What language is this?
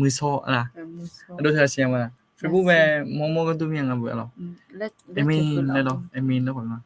Akha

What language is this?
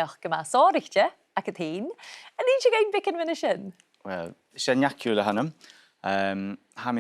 Scottish Gaelic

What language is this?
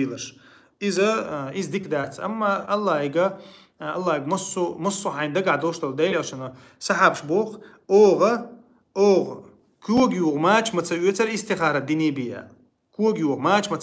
Chechen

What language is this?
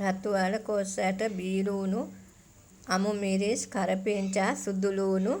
Sinhala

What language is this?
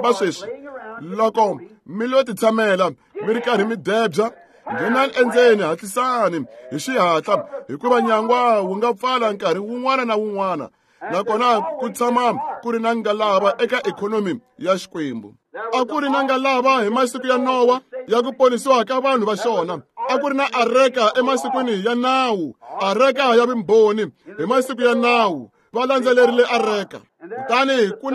Tsonga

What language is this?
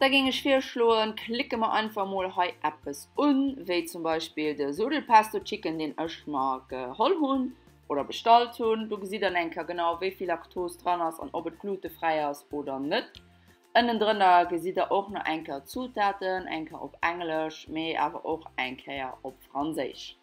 Luxembourgish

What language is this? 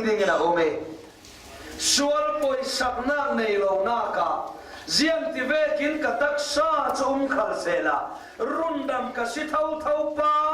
Falam Chin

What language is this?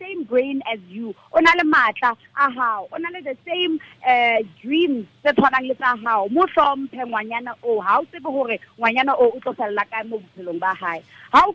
Tswana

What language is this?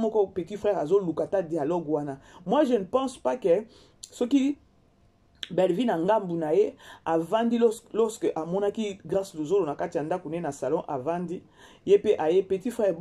Lingala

